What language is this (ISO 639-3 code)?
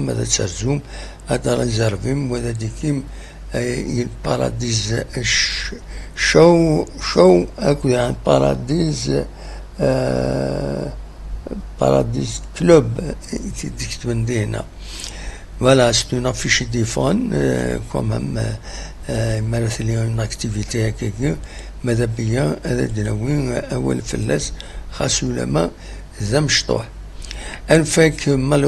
kab